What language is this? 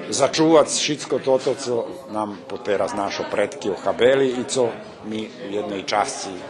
Rusyn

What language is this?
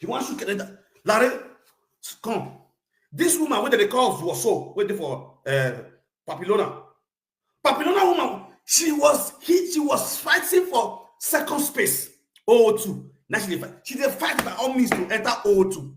Nigerian Pidgin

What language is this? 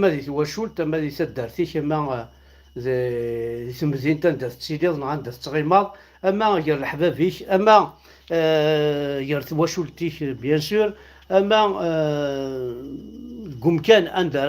Kabyle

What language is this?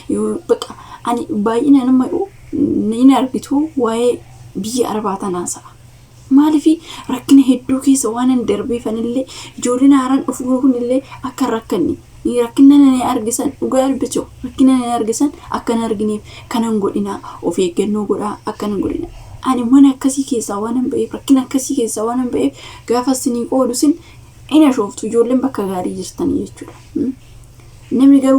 Oromo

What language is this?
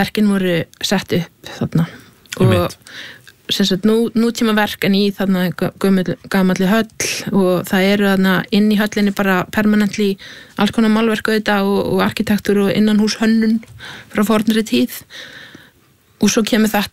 Icelandic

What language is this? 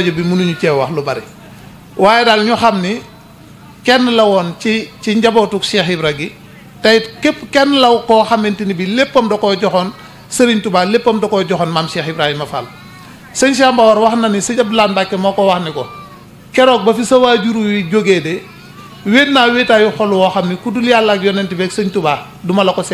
Wolof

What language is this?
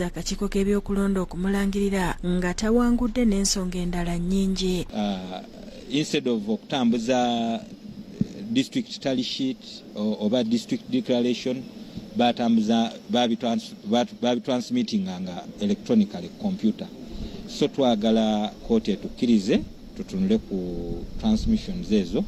Ganda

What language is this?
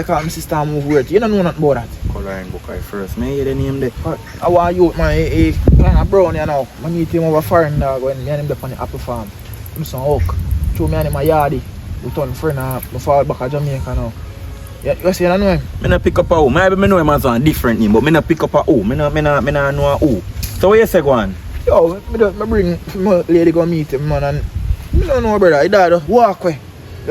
Jamaican Creole English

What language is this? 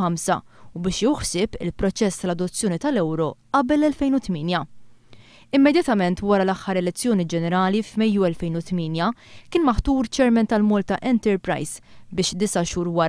Maltese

